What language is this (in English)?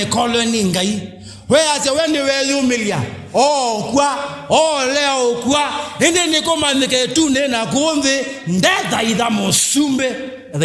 Kamba